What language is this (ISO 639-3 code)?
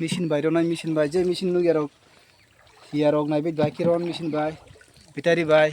trp